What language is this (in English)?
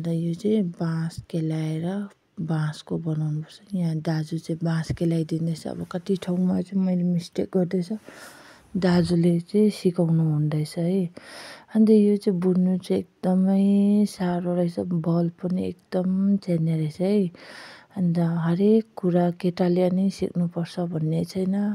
Nepali